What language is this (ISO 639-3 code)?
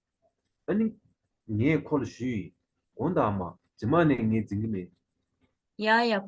bod